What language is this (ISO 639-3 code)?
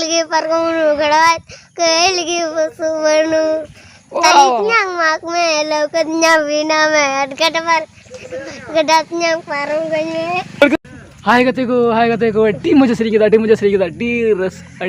sat